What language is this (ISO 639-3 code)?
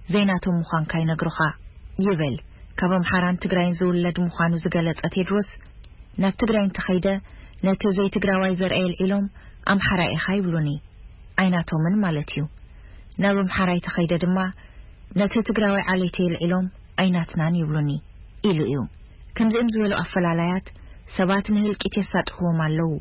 tir